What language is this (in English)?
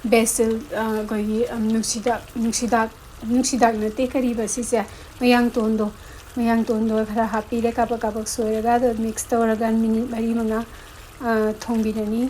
Manipuri